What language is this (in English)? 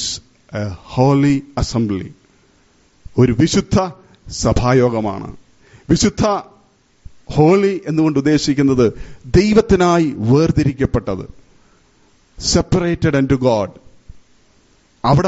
Malayalam